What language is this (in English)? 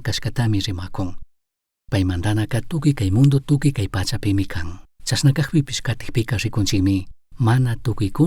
Chimborazo Highland Quichua